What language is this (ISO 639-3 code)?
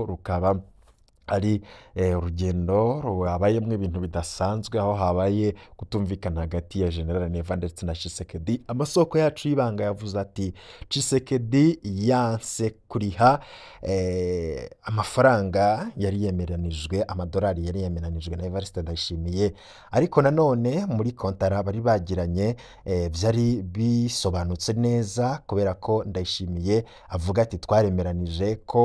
run